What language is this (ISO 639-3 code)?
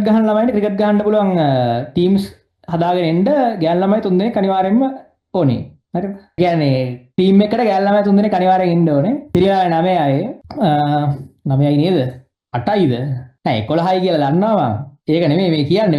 sin